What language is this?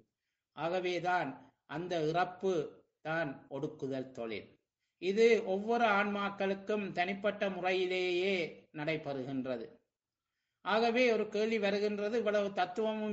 Tamil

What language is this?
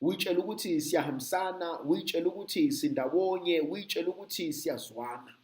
Zulu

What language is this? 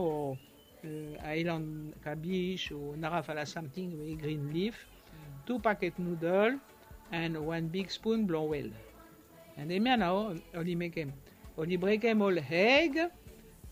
Bislama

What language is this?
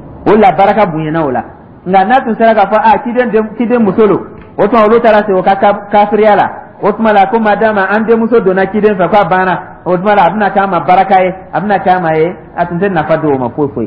Dyula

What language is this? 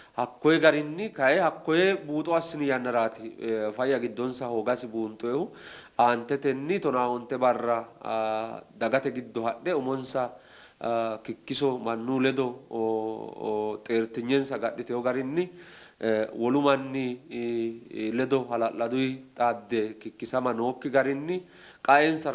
Sidamo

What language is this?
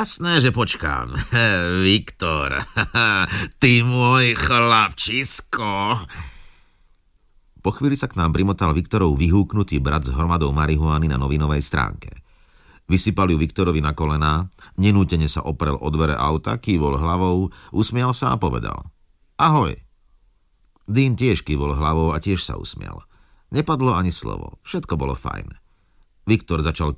Slovak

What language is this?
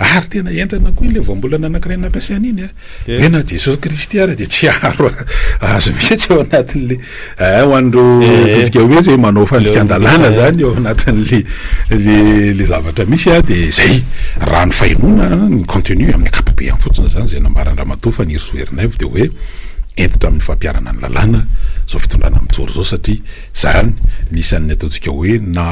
Malagasy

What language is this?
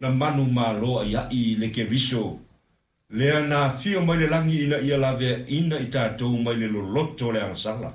Samoan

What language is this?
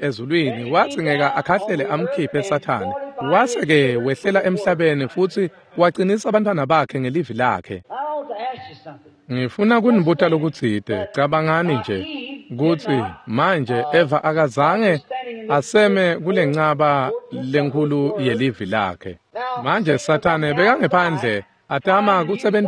Swati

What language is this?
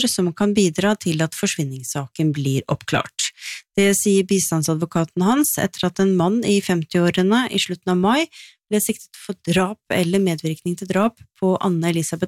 Norwegian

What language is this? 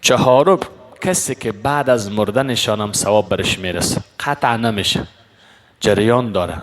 Persian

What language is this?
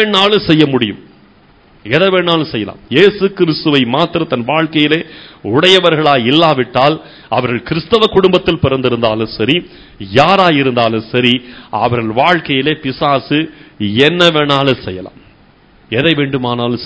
Tamil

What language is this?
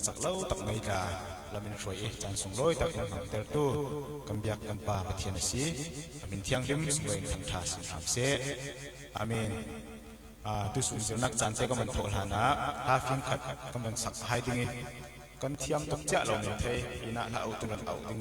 Falam Chin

